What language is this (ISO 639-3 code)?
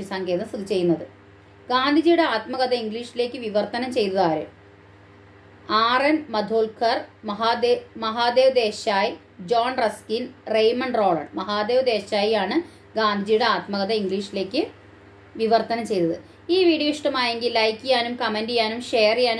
mal